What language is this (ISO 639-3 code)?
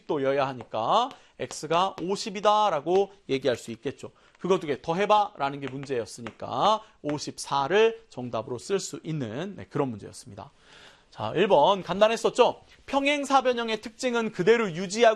kor